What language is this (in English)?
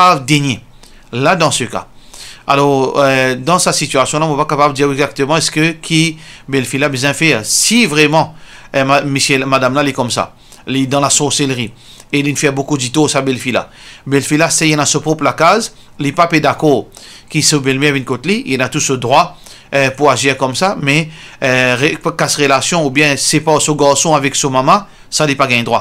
Morisyen